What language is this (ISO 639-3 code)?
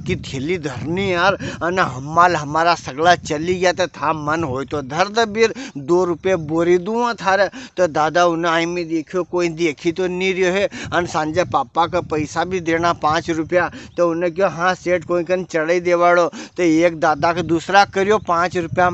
raj